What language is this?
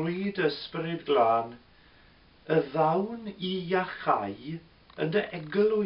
Welsh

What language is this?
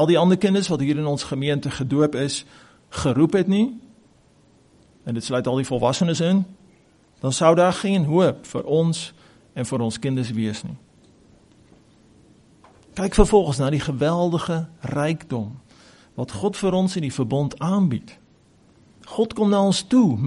Afrikaans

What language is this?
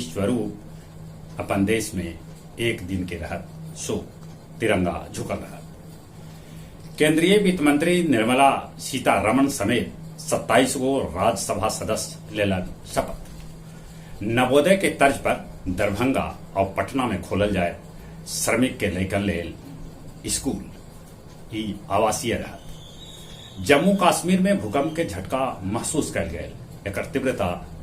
Magahi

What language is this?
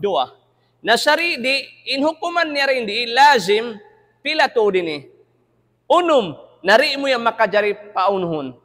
Tausug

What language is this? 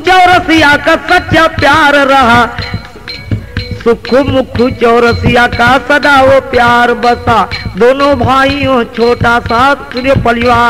Bhojpuri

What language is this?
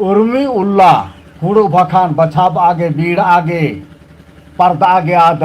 Kurukh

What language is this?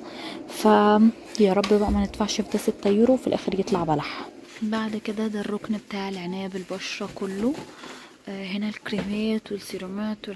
Egyptian Arabic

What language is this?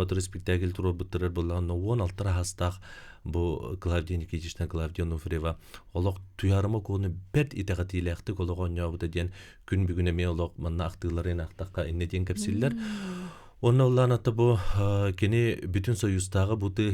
Yakut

